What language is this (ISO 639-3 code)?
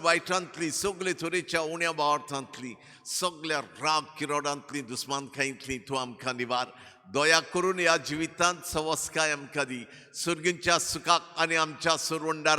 kok